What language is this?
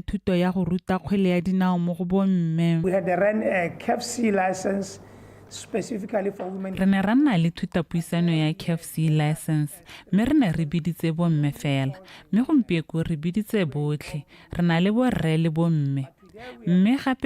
Tswana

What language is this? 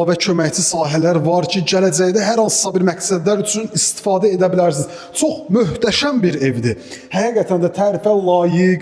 Azerbaijani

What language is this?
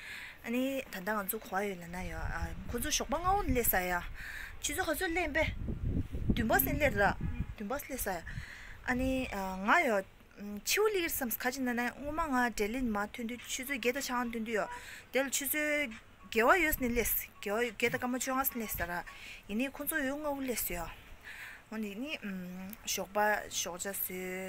Tibetan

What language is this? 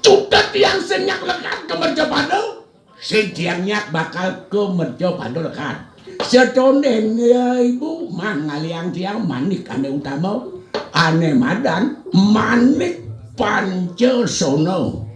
Balinese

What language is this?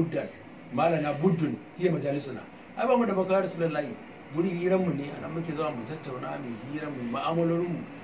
Hausa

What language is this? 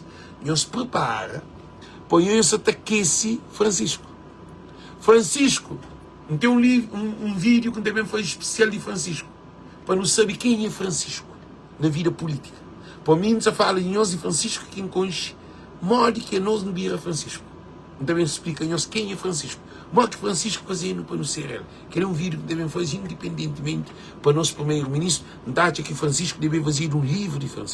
Kabuverdianu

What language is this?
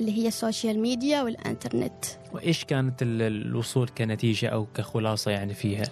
Gulf Arabic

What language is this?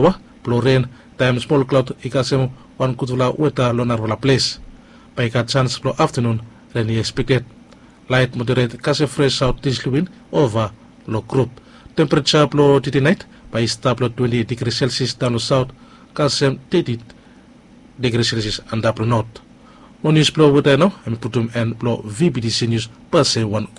Bislama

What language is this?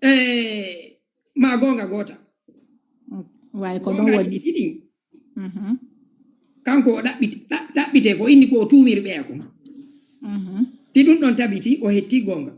Fula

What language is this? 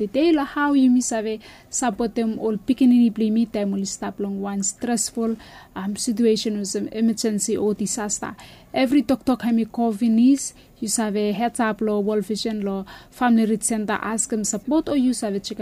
Bislama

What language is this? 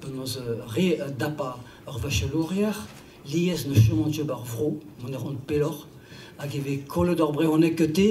Breton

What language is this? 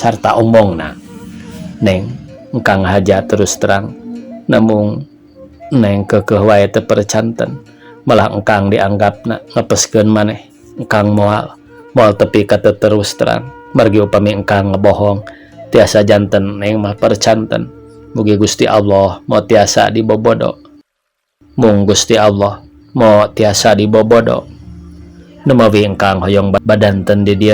Sundanese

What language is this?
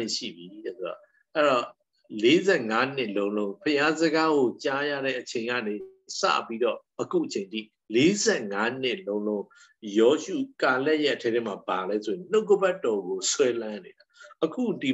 Burmese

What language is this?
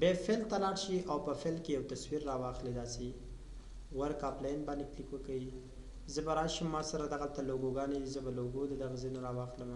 Pashto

